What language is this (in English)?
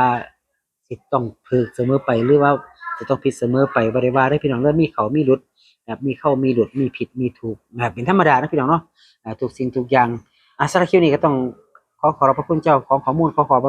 Northeastern Thai